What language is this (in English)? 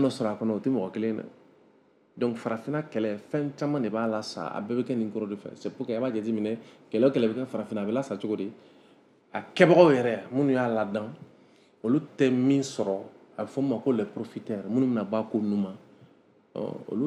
Bambara